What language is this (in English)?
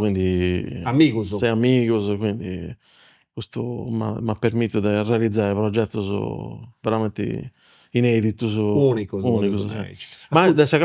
Sardinian